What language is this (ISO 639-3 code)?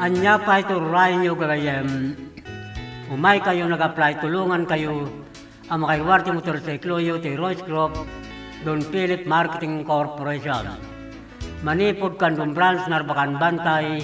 ilo